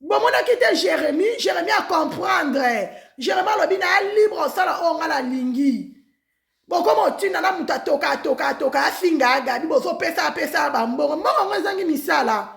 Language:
Lingala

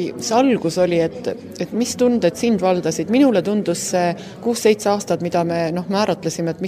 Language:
Estonian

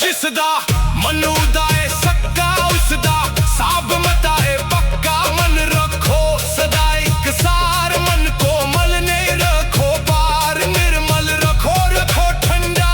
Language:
Dogri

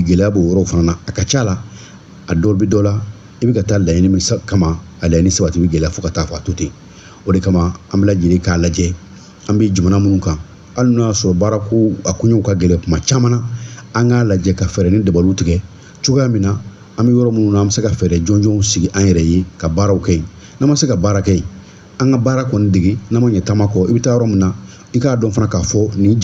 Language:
Bambara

